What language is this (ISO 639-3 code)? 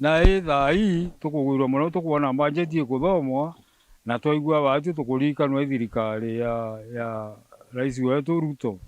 mer